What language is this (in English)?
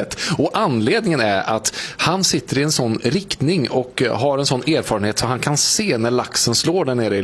Swedish